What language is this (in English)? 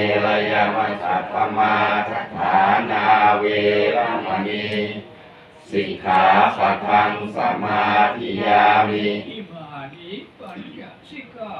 Pali